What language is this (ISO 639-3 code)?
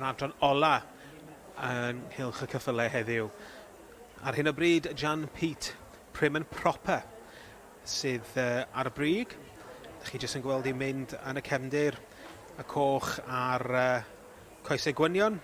cym